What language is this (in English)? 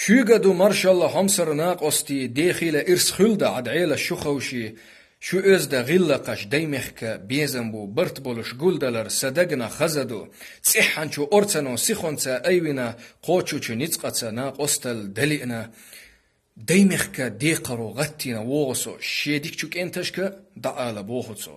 Chechen